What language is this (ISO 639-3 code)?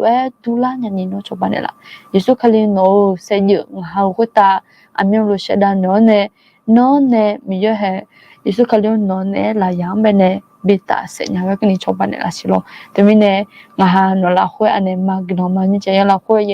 ahk